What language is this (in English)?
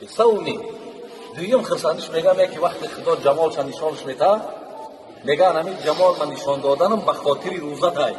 Tajik